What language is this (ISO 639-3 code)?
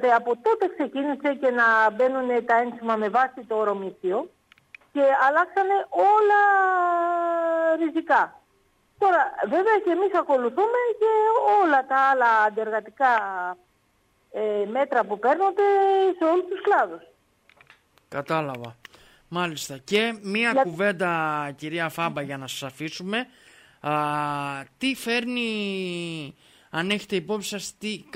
ell